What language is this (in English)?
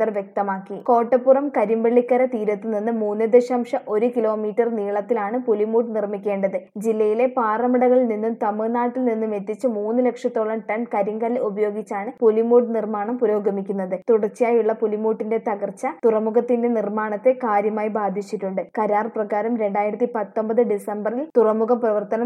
Malayalam